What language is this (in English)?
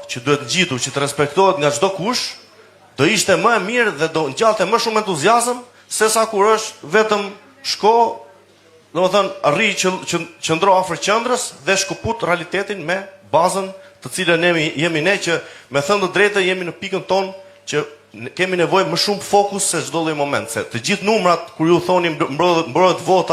Albanian